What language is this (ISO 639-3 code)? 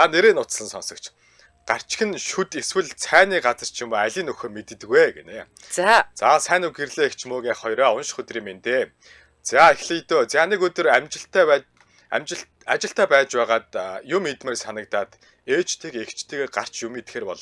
mon